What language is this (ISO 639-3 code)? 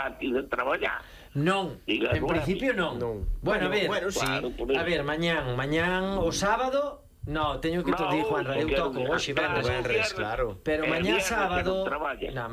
glg